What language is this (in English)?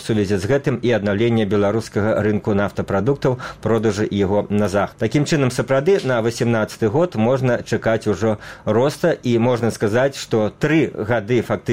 Belarusian